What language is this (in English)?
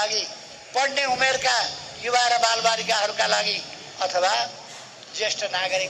Nepali